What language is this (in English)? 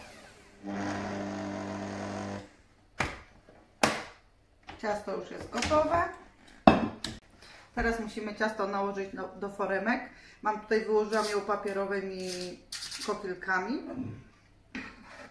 Polish